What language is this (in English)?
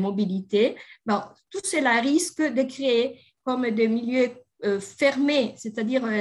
French